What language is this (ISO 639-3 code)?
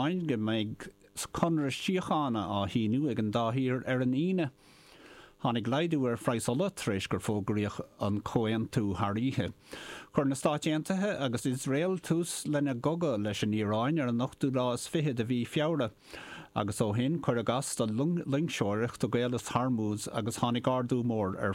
gle